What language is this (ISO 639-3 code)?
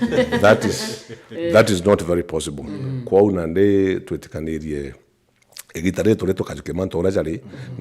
mer